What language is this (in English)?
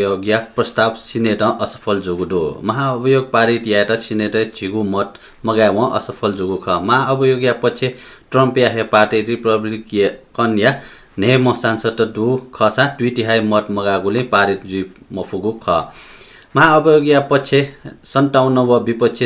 Newari